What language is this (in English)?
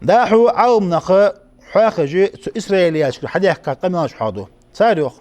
Ingush